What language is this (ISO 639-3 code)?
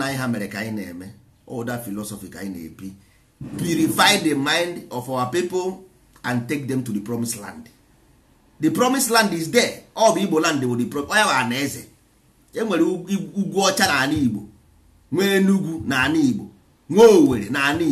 ibo